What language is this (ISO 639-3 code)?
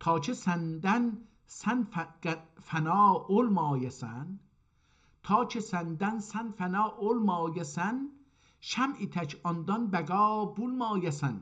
azb